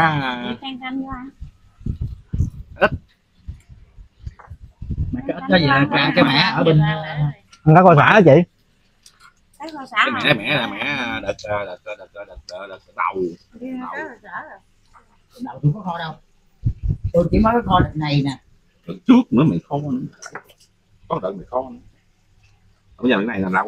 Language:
Vietnamese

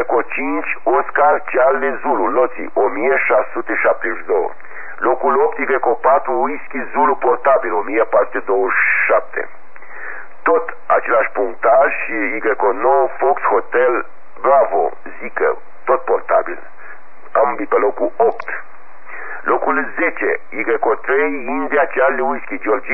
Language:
Romanian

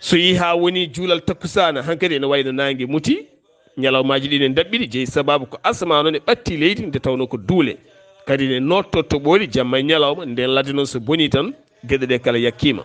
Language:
Fula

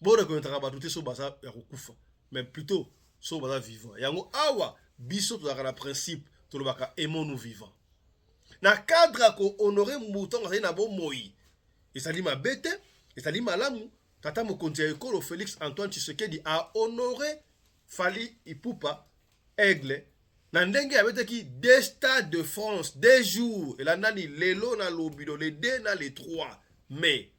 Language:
Lingala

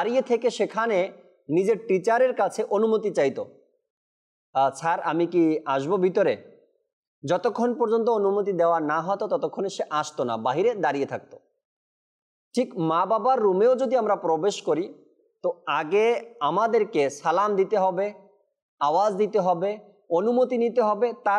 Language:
Bangla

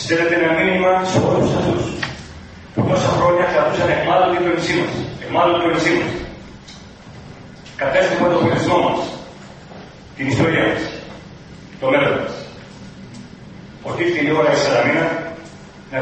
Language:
Greek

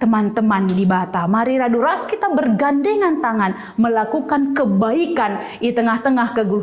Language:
Batak Karo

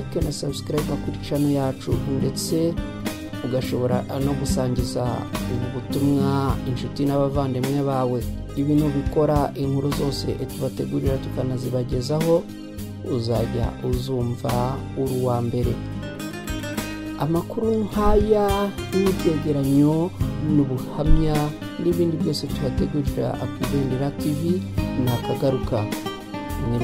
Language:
Kinyarwanda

